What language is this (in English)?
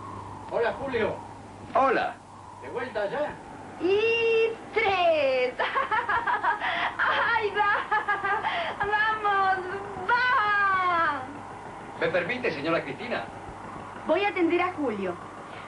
Spanish